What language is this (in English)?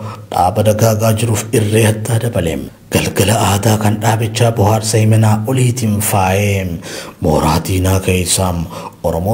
Oromo